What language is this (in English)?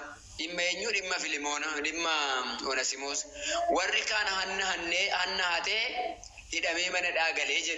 Oromo